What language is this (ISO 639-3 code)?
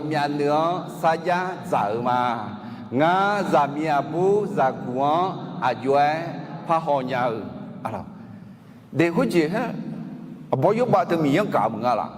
ahk